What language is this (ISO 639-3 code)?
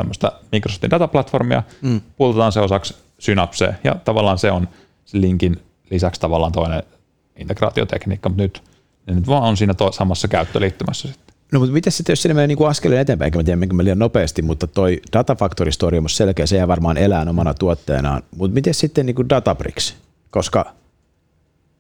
fin